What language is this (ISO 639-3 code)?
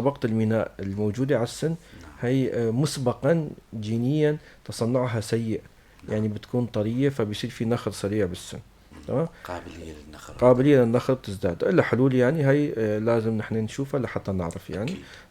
apc